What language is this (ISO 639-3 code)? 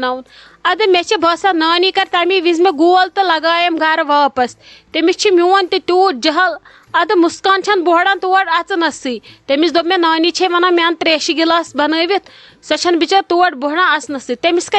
kas